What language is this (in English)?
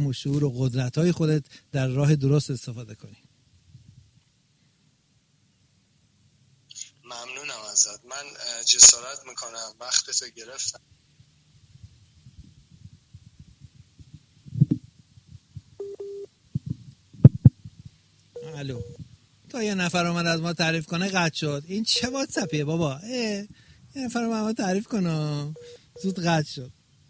Persian